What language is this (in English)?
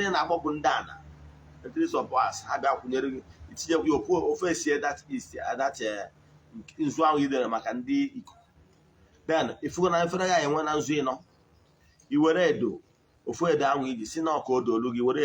Igbo